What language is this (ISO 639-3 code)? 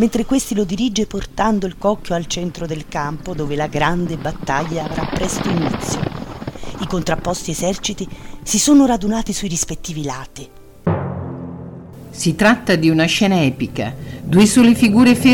ita